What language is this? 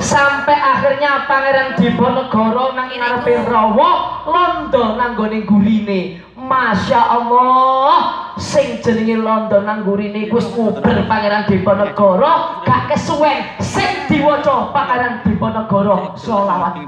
Javanese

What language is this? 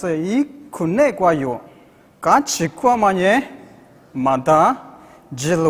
Lisu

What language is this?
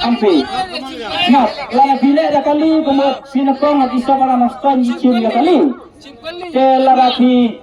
Khasi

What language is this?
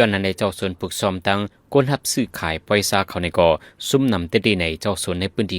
Shan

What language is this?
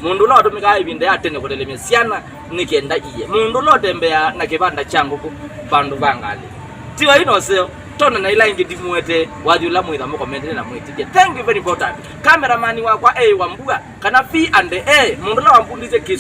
Kamba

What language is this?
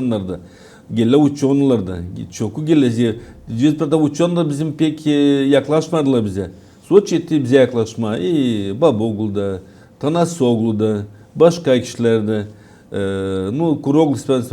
Gagauz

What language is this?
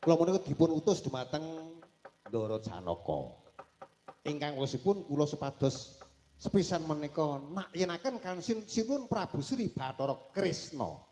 Javanese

